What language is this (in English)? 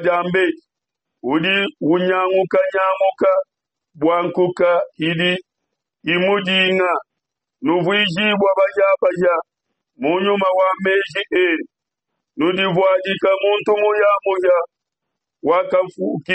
Luba-Lulua